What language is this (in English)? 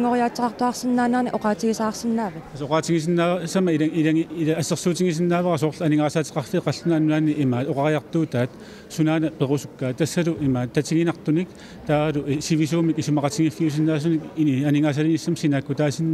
Kalaallisut